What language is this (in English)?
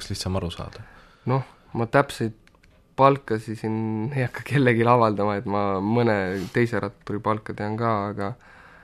Estonian